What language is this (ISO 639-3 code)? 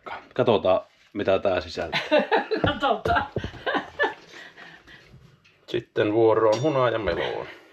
fin